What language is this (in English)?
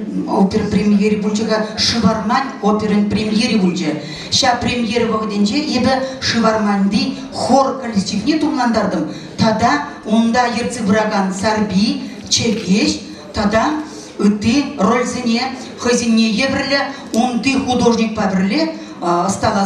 Chuvash